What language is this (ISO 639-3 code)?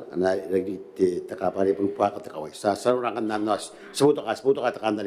gil